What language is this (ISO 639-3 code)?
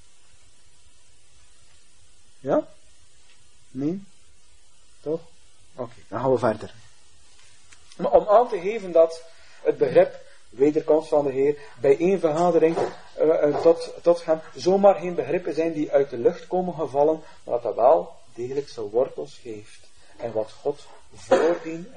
nld